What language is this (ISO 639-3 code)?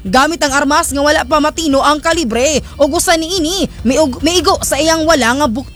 ceb